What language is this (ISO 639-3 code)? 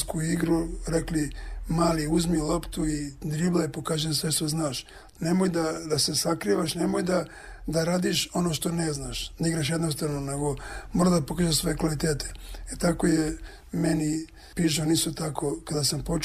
srp